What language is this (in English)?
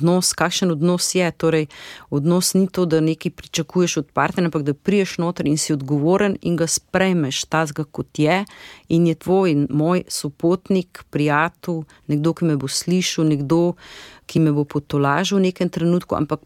Slovenian